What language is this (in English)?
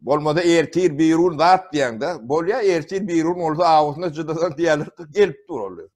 Turkmen